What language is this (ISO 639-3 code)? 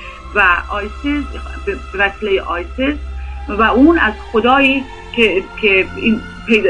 fas